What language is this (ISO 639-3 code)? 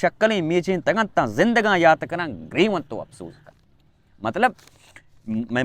bal